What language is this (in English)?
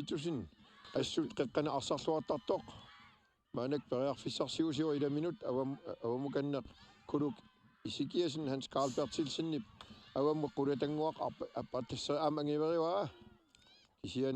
Kalaallisut